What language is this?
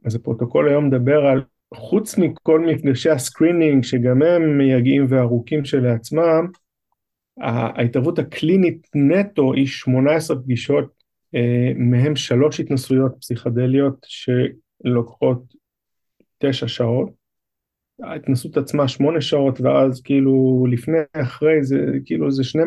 Hebrew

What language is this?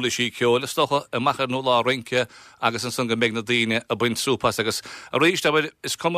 Irish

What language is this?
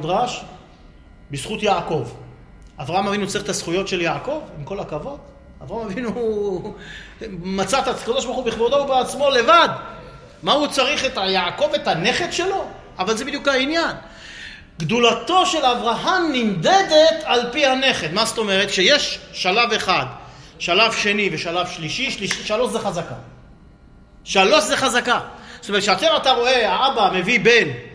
Hebrew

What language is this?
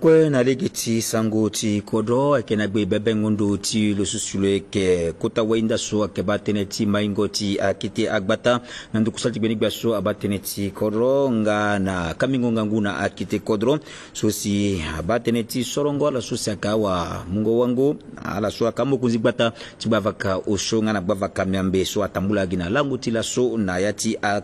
Sango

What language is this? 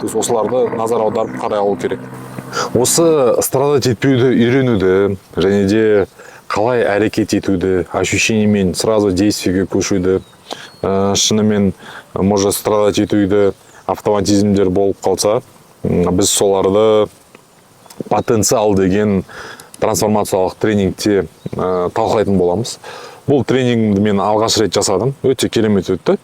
Kazakh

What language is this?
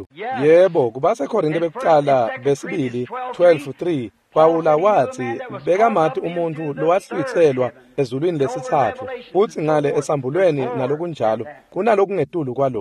Swati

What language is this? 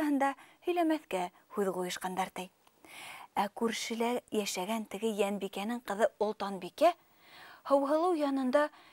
Bashkir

